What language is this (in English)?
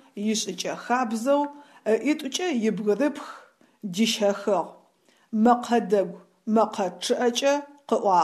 Adyghe